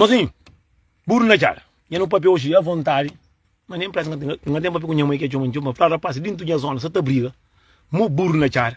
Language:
Kabuverdianu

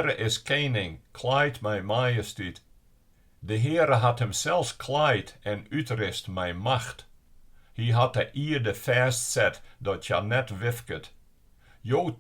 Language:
Western Frisian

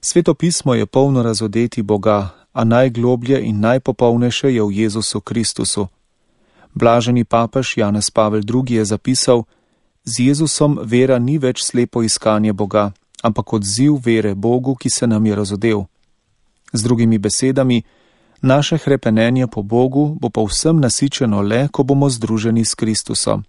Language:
Slovenian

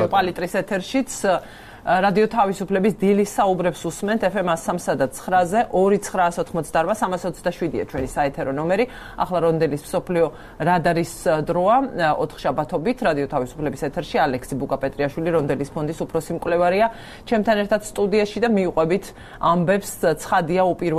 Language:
Georgian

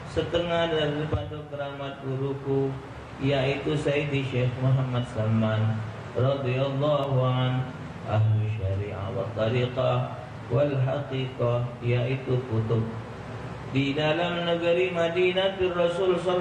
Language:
Musi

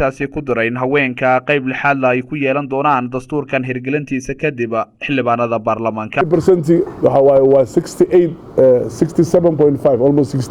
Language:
Somali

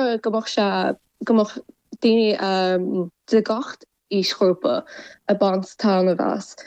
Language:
Irish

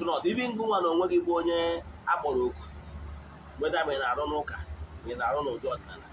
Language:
Igbo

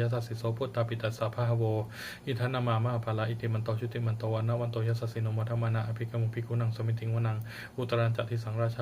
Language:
Pali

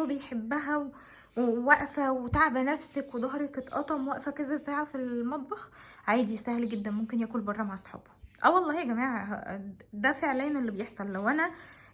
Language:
Egyptian Arabic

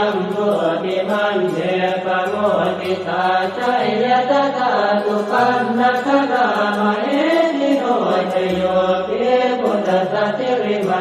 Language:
Pali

